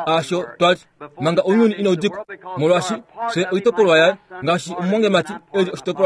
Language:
Kuanyama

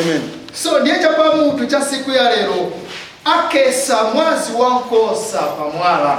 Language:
Nyanja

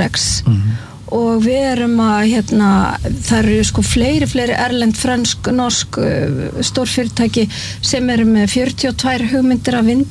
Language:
Icelandic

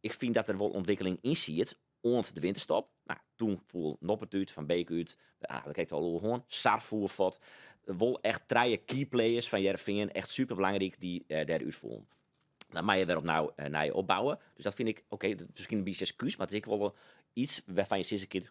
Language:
Western Frisian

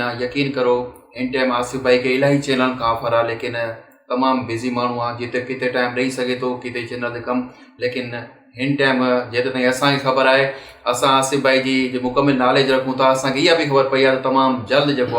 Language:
Sindhi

